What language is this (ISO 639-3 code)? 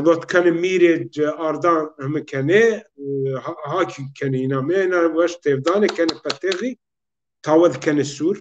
zza